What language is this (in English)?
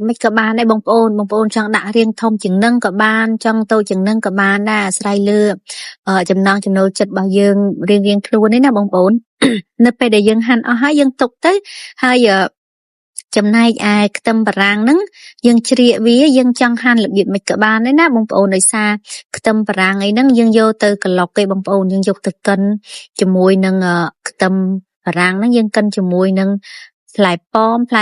Khmer